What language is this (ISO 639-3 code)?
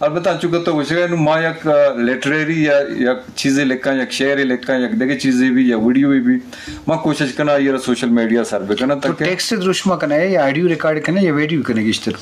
bgp